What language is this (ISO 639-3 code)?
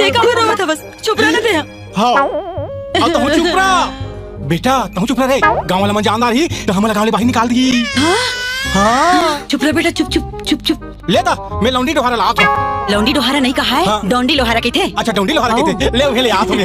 hne